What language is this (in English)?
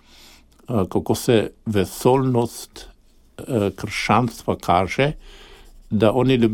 Slovenian